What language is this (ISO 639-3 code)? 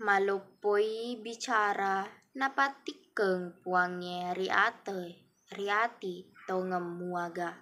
bug